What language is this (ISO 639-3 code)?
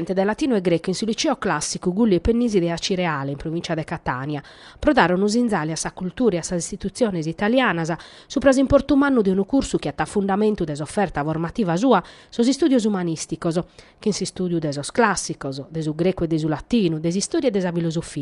srd